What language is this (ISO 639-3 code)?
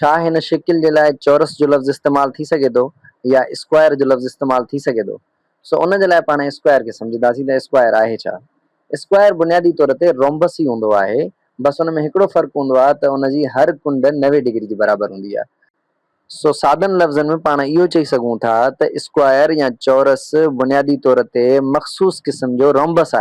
snd